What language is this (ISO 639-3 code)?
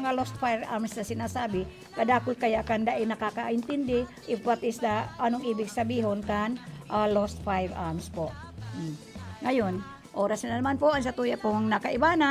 bik